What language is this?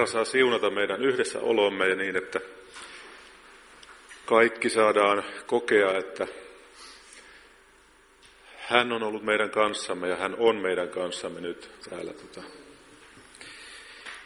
Finnish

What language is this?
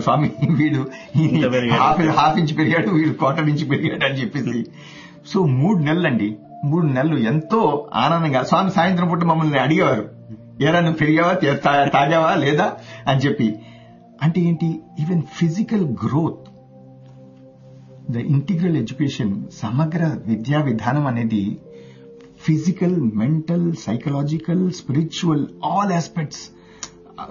Telugu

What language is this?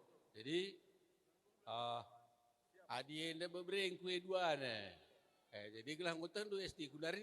Batak Karo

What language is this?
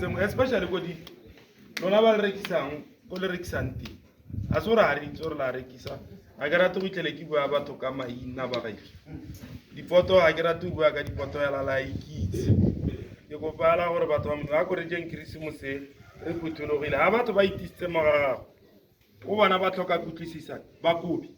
Tswana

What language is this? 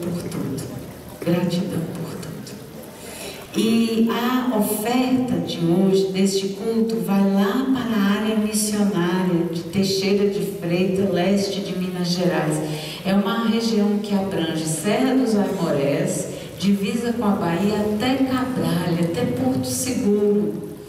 Portuguese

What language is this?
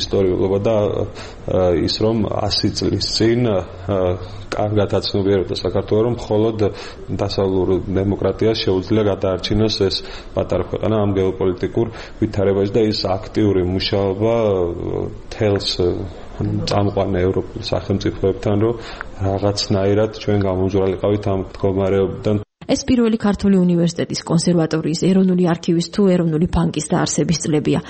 Georgian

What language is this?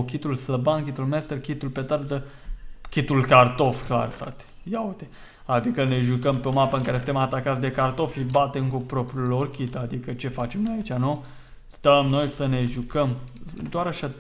Romanian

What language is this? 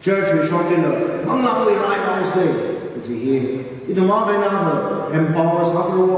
Tangkhul Naga (India)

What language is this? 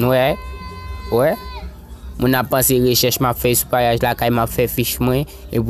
Haitian Creole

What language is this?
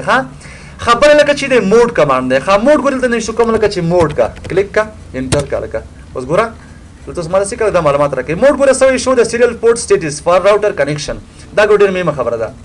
Pashto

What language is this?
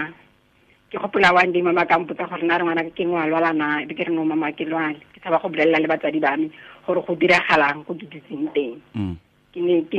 Tswana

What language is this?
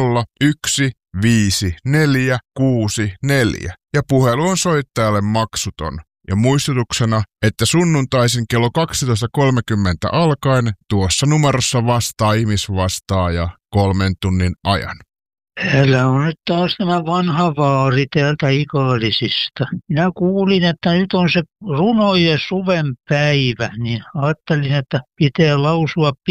Finnish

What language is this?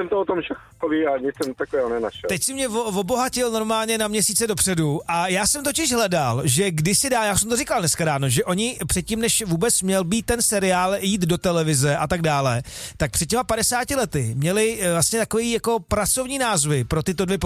Czech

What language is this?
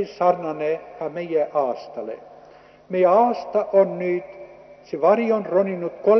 Estonian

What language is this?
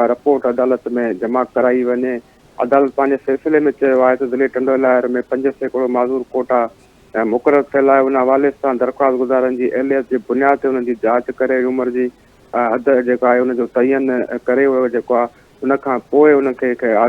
Sindhi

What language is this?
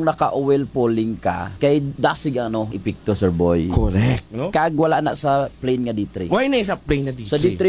Hiligaynon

